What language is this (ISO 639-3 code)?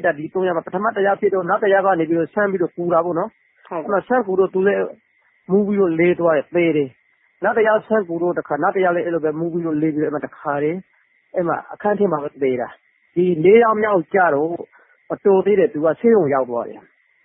mya